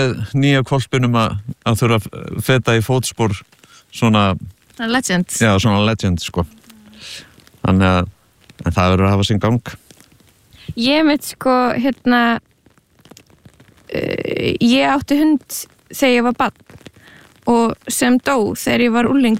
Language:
Icelandic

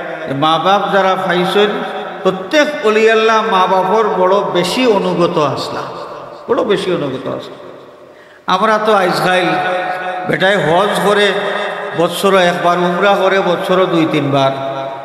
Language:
Sylheti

